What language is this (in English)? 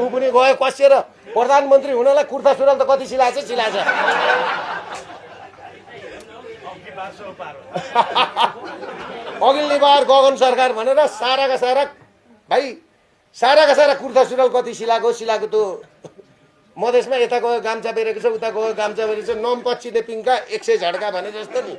Nepali